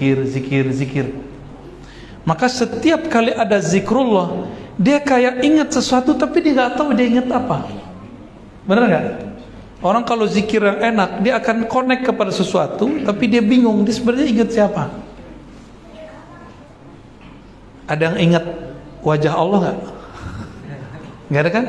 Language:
Indonesian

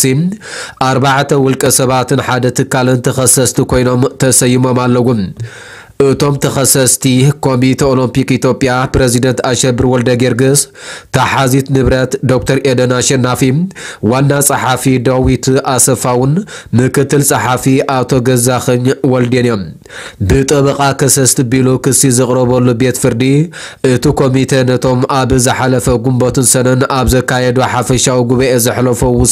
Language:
Tigrinya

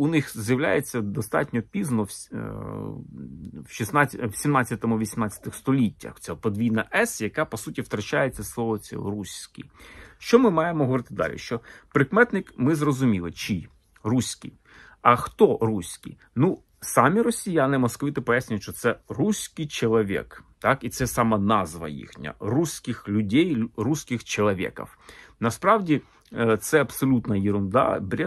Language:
Ukrainian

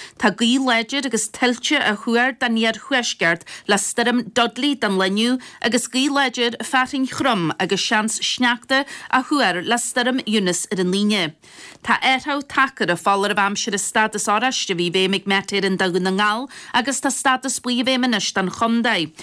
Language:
Irish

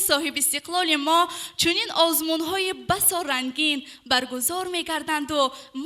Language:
Tajik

